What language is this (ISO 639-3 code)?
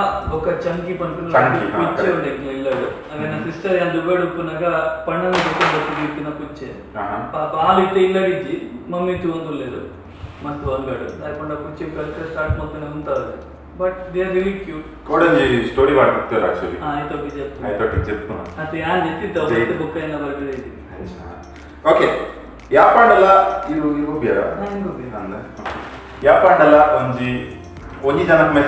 tcy